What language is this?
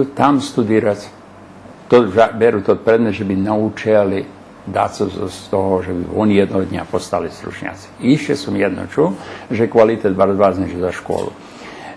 Rusyn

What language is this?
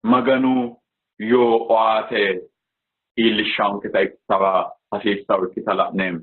Sidamo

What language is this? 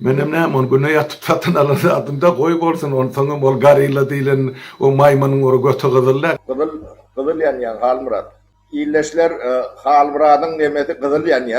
Turkmen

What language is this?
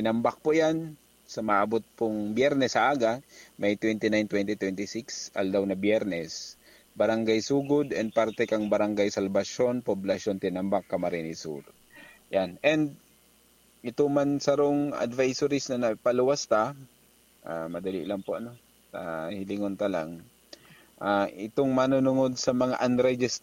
Bikol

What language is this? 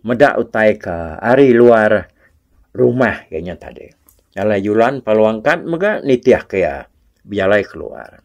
Iban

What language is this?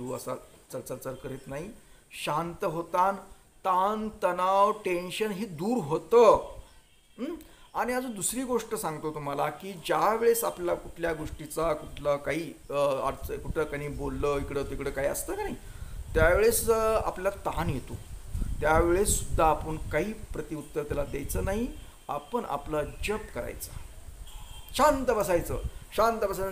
Marathi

